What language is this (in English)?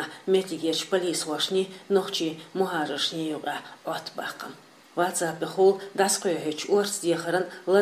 Chechen